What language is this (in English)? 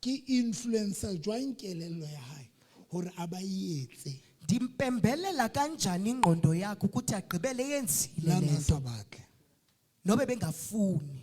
Southern Sotho